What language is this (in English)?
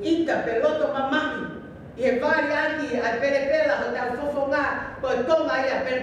Tongan